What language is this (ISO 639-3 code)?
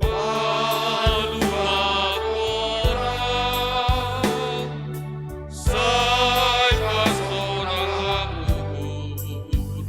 bts